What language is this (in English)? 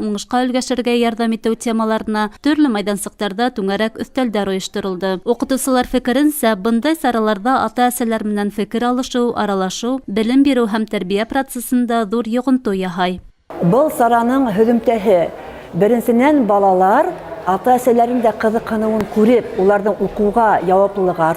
Bashkir